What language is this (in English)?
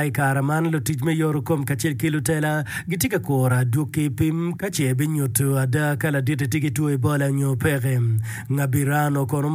Acoli